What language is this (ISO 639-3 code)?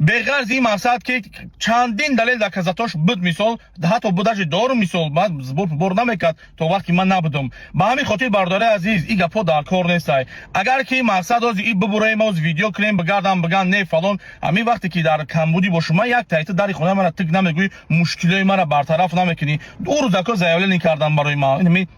tgk